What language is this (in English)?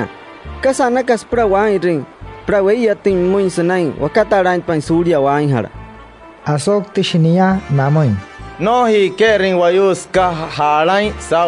Wayuu